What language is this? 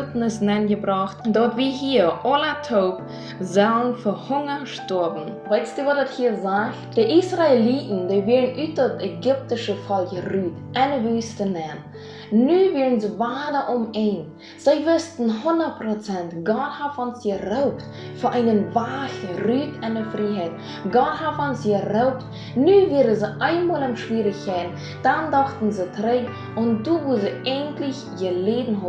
Plautdietsch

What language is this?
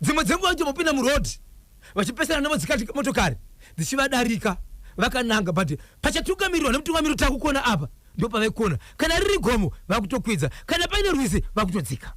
Shona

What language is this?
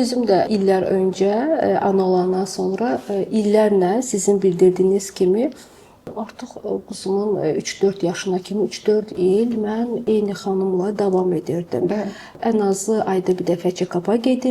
Azerbaijani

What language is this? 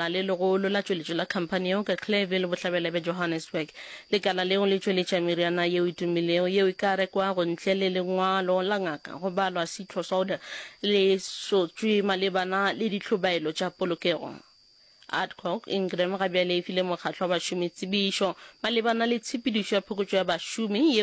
Northern Sotho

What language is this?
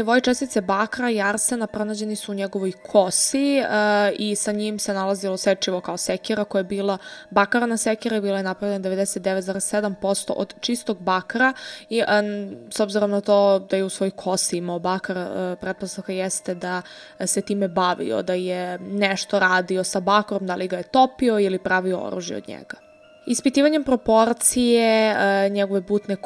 Serbian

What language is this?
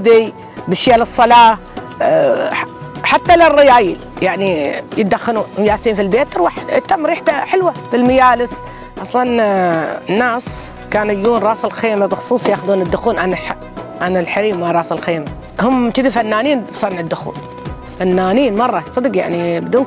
Gulf Arabic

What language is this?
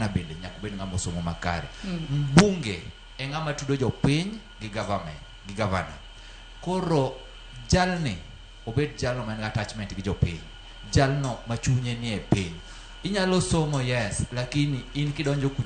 Luo (Kenya and Tanzania)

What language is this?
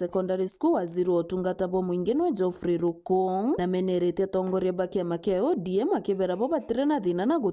Meru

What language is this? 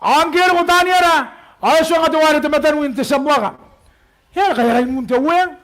Gilbertese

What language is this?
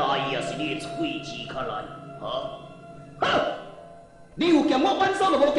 Min Nan Chinese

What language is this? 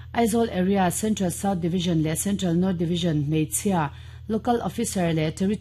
Mizo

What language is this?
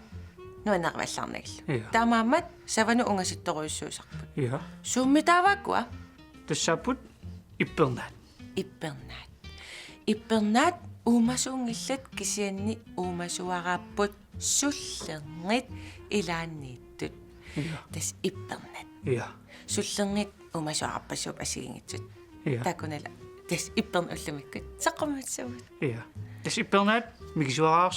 Kalaallisut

